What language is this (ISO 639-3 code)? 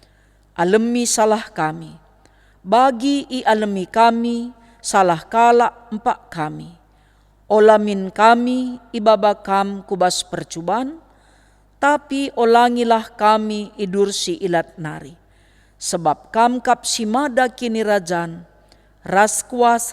btx